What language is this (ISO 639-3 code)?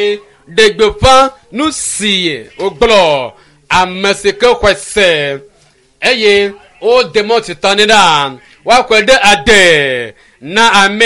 ewe